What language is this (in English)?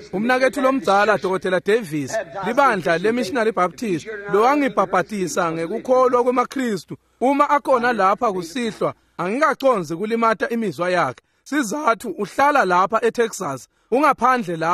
Swati